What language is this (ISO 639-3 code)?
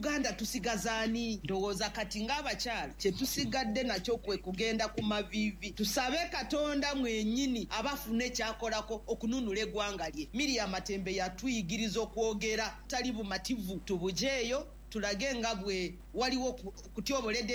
lug